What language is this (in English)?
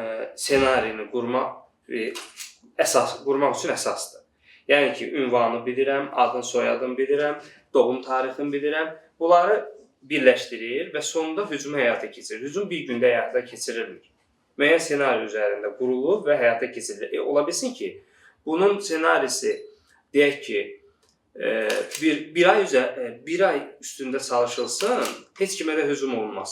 Azerbaijani